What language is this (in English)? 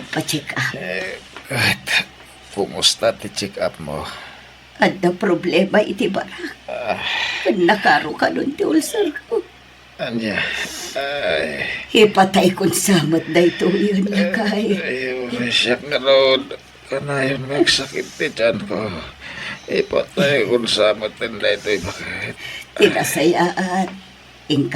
Iloko